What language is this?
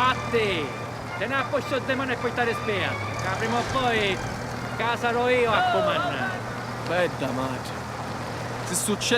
Sicilian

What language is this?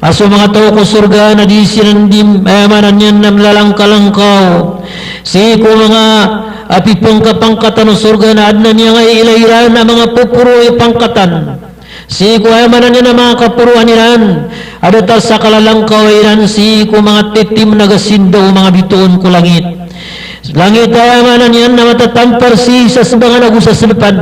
Maranao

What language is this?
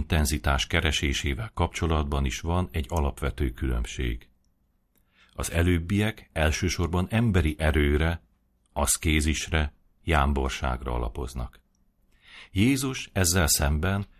Hungarian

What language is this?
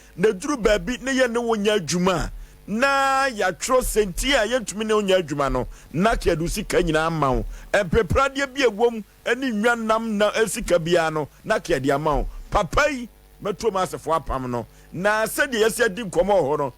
Akan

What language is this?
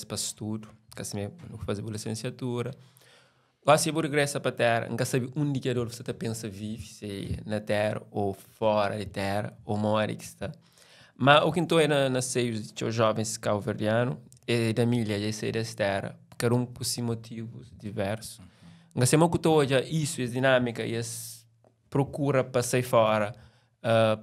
Kabuverdianu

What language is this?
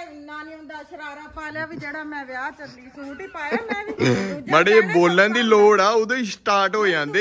Punjabi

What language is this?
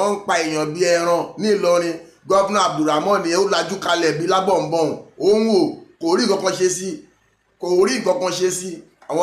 Yoruba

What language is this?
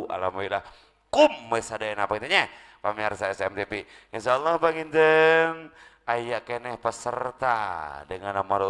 Sundanese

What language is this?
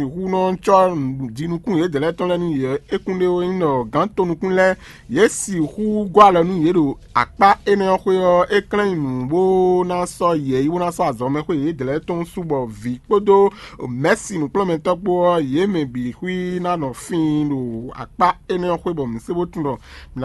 Fon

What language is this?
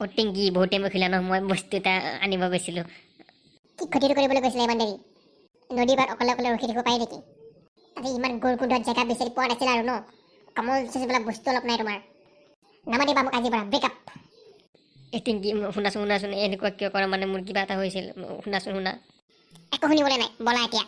Assamese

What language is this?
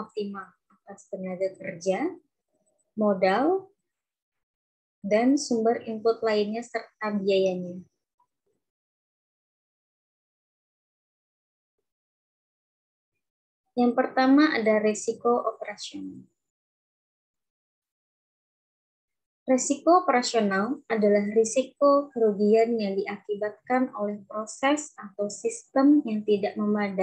Indonesian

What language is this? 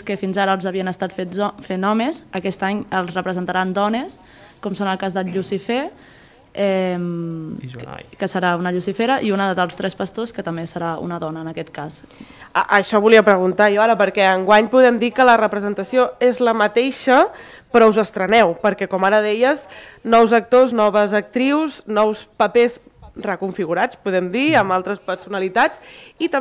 Catalan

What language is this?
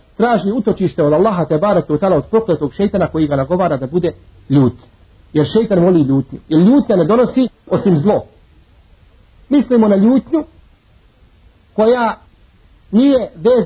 Bosnian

